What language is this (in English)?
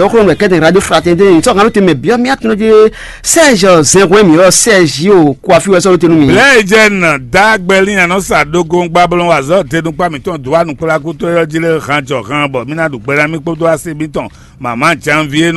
Fon